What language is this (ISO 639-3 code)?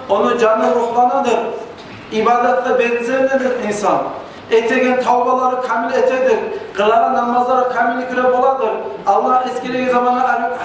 kum